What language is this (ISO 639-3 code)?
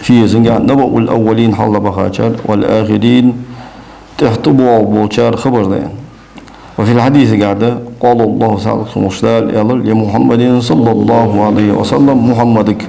inh